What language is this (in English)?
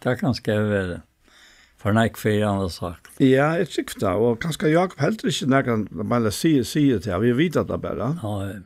Faroese